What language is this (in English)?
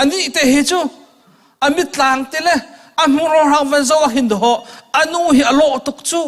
Hakha Chin